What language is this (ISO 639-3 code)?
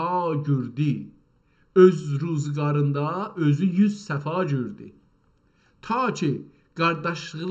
azb